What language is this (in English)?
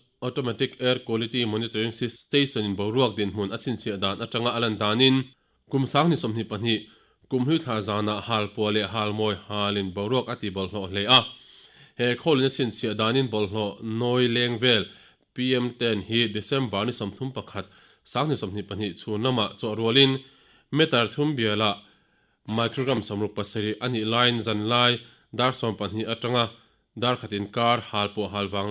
Mizo